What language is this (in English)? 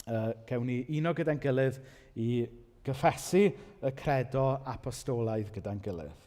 Welsh